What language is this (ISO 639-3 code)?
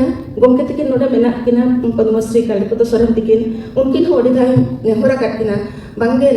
sat